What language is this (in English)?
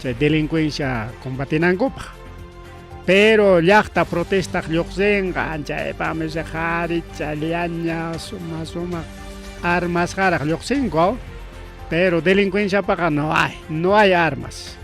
Ayacucho Quechua